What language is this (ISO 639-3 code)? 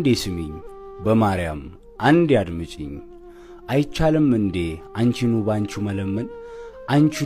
amh